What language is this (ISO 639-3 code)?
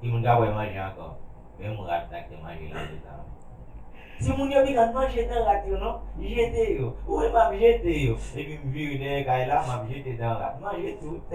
hat